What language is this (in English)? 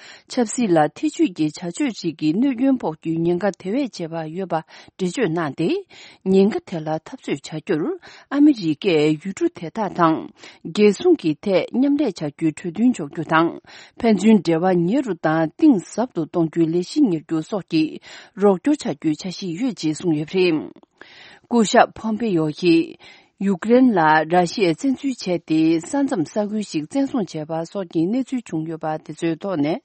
Tibetan